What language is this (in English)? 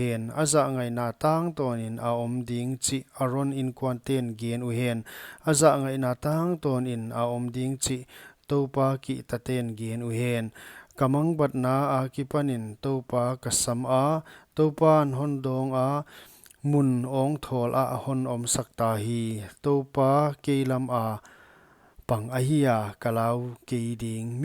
Paite Chin